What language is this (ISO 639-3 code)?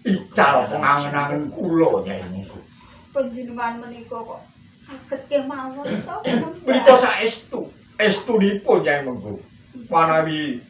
jav